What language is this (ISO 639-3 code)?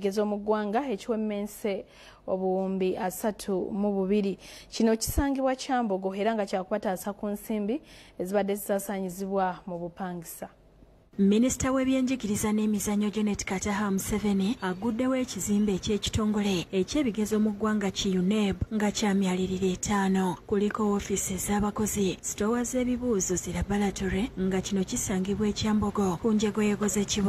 lug